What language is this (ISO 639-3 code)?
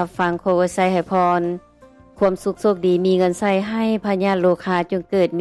lao